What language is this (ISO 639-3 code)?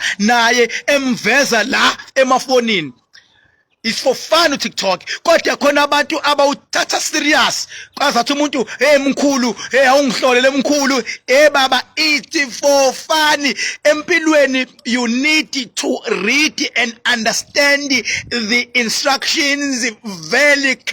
zul